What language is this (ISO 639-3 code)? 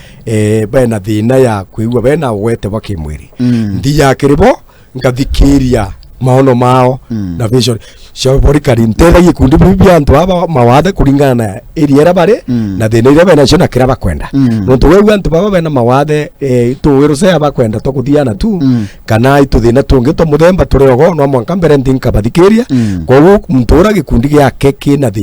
mer